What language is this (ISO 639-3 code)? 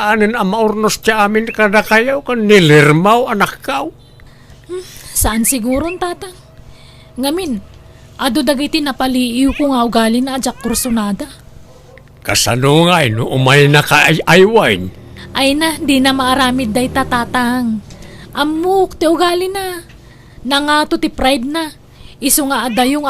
ilo